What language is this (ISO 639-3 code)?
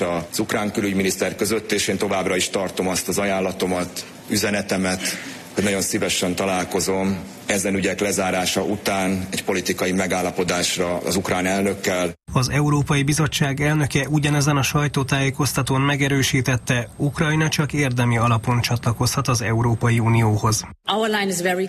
hun